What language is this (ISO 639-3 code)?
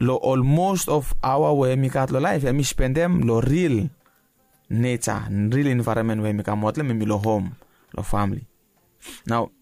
bis